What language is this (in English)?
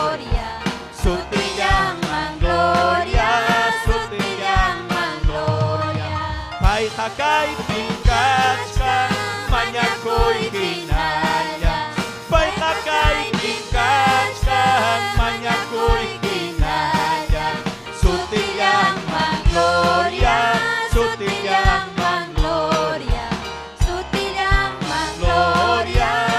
Ayacucho Quechua